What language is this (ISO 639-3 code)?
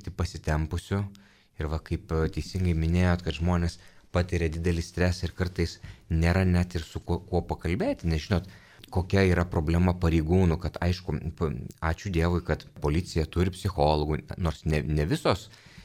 lit